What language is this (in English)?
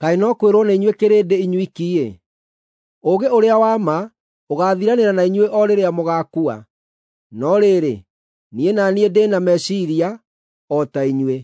Kikuyu